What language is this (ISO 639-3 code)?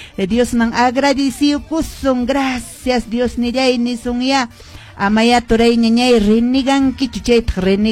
que